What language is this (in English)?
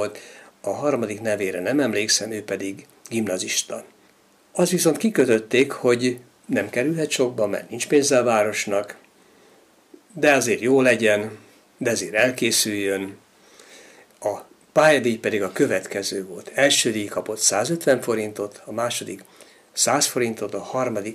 Hungarian